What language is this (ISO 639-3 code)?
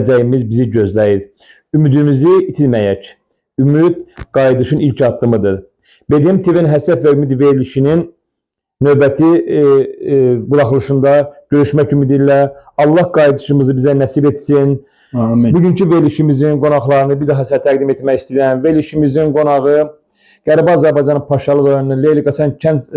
aze